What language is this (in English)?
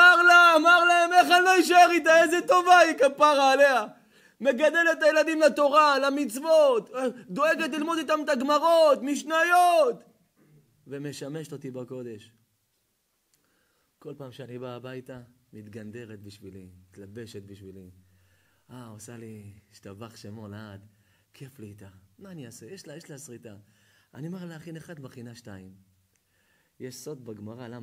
Hebrew